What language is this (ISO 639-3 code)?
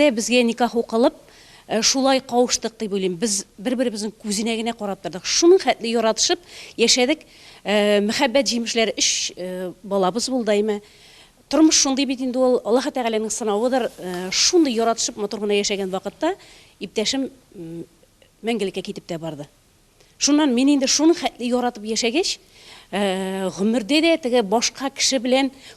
tat